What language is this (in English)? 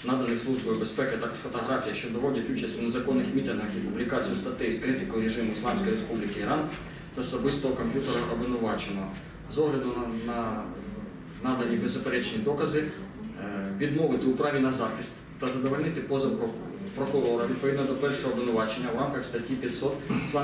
Ukrainian